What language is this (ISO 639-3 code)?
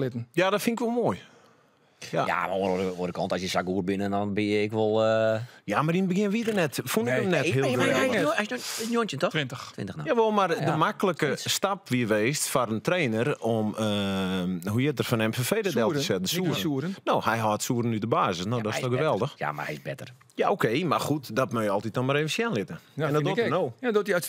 fry